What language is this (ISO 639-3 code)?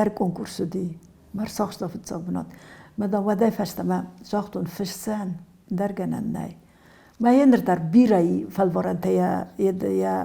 oss